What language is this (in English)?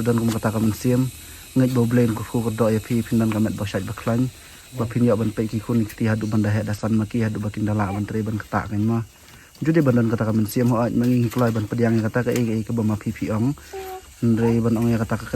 Khasi